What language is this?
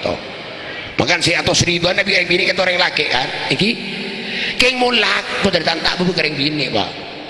Madurese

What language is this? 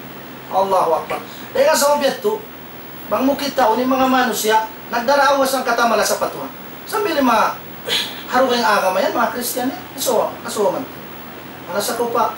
Tausug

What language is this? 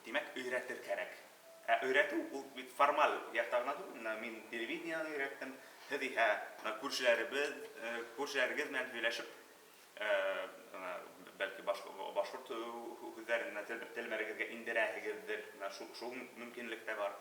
Bashkir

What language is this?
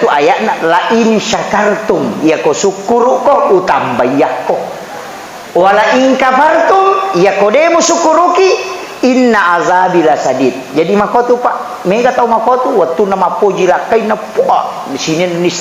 Buginese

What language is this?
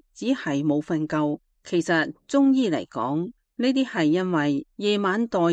Cantonese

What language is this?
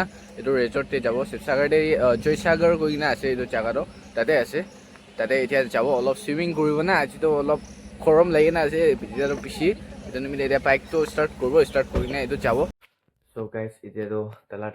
Naga Pidgin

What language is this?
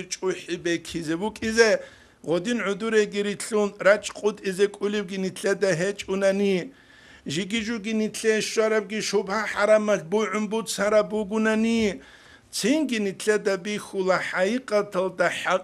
Avaric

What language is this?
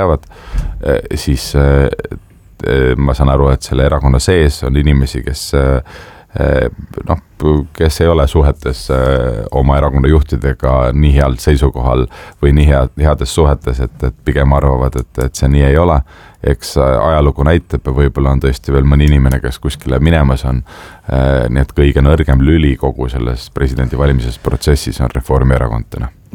Estonian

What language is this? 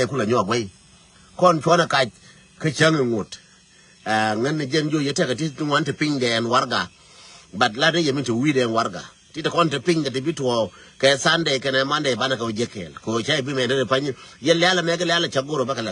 Nuer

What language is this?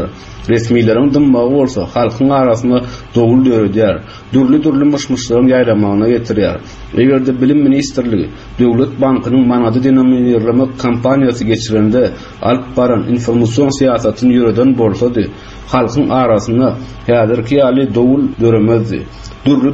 Turkmen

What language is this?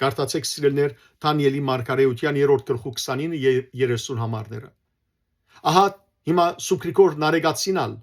Western Armenian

